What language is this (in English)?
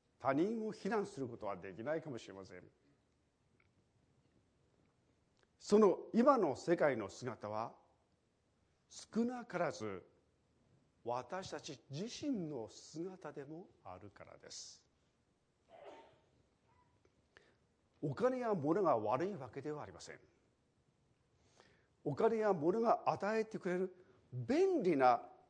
Japanese